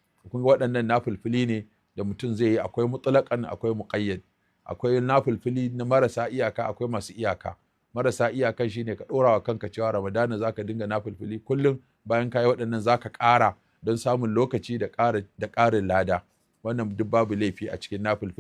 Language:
Hausa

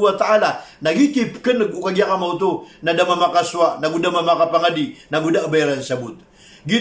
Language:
Maranao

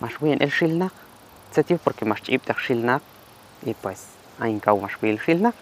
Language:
Q'anjob'al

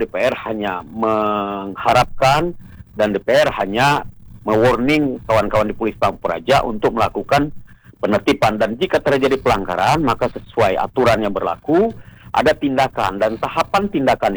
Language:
Indonesian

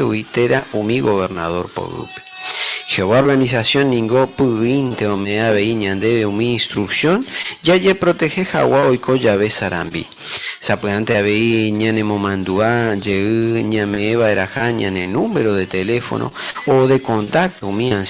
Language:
Guarani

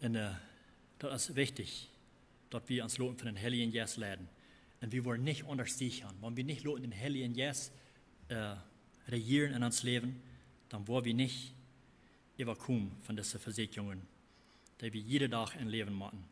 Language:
Plautdietsch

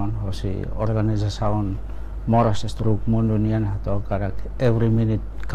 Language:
Tetum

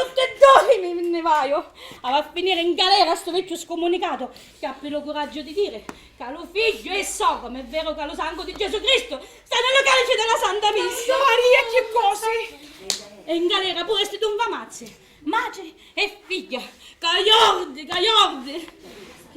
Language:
Sicilian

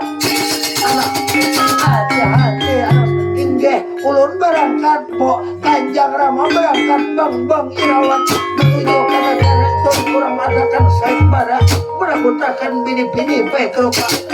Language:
Banjar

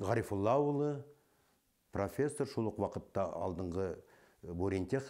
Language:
Bashkir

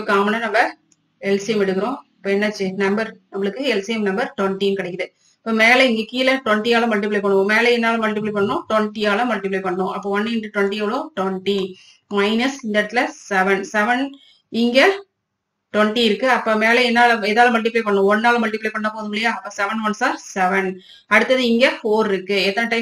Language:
Tamil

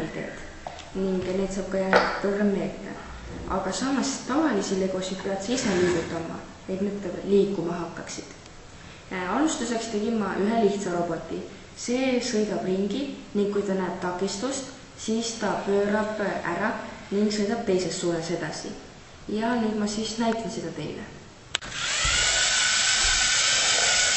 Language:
Estonian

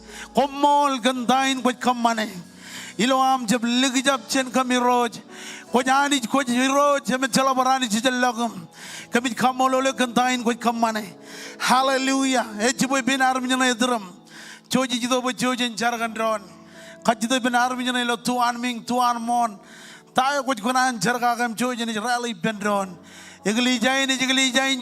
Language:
Marshallese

